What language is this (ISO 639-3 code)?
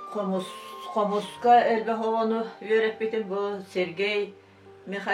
sah